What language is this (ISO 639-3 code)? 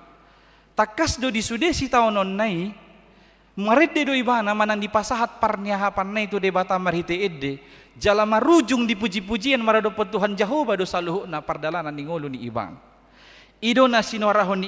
bbc